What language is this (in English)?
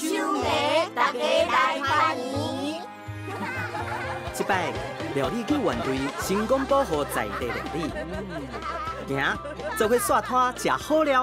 Min Nan Chinese